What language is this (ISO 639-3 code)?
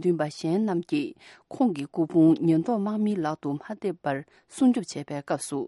bod